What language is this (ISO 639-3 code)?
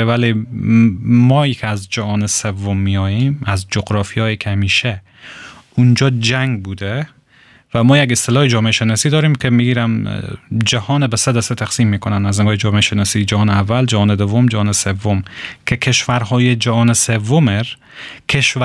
fas